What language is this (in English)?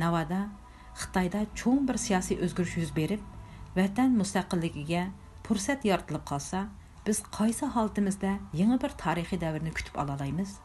Uyghur